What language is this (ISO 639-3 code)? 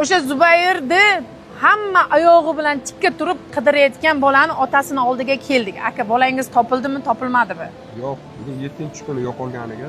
uzb